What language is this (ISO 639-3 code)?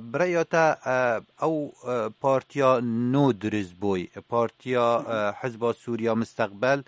kur